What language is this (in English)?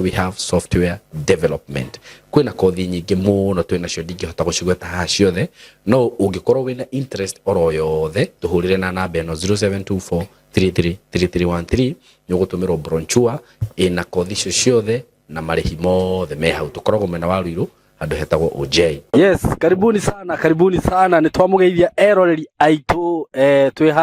Kikuyu